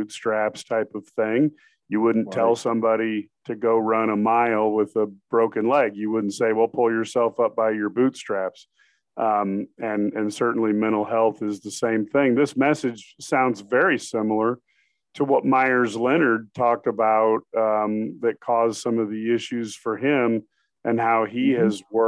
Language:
English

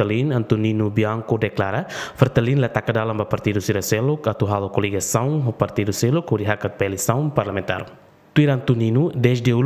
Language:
Tetum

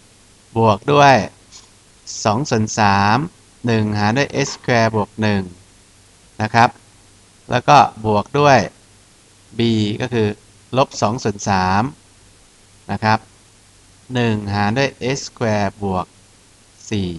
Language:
Thai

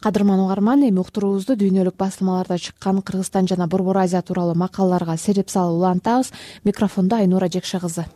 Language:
Kyrgyz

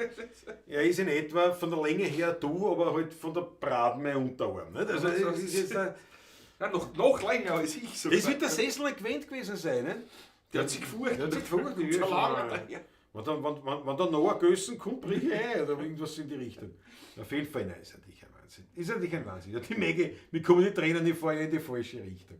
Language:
Bavarian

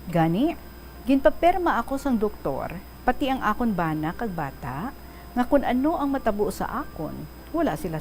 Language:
Hiligaynon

